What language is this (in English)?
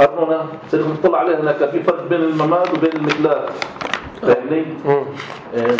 North Levantine Arabic